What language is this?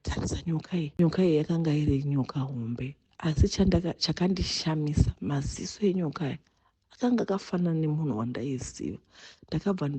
Shona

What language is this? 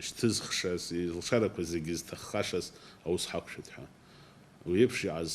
Abkhazian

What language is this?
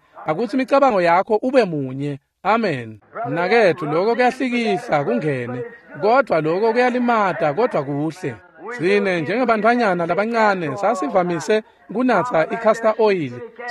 Swati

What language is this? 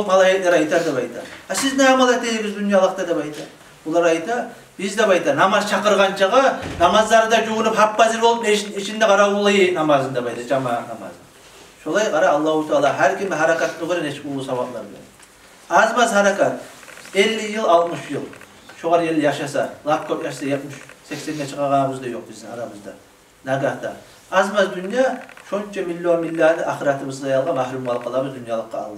Kumyk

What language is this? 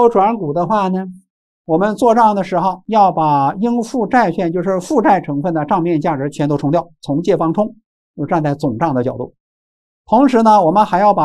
Chinese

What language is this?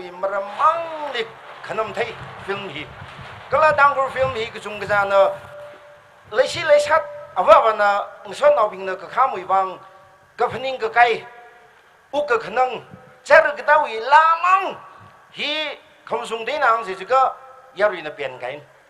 Tangkhul Naga (India)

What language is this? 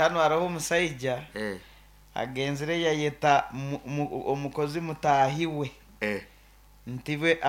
Nyoro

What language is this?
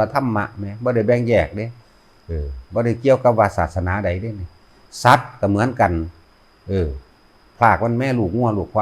Northeastern Thai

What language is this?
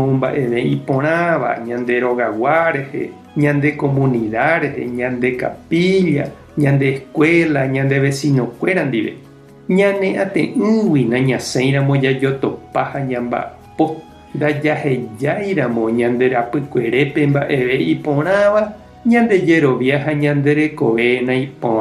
Guarani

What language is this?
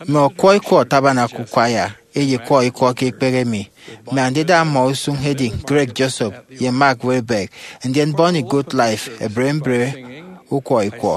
Efik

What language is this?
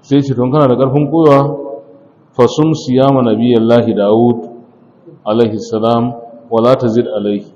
Hausa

